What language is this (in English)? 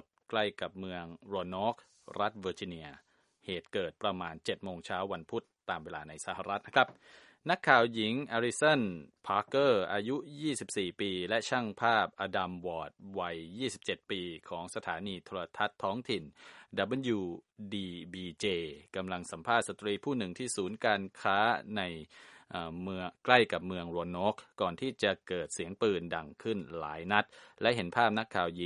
Thai